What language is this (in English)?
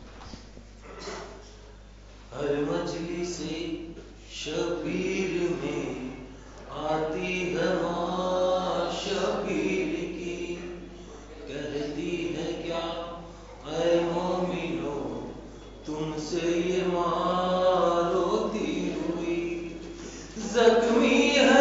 Urdu